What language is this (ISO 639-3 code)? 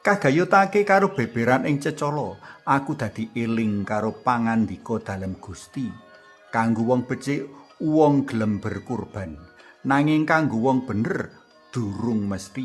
jav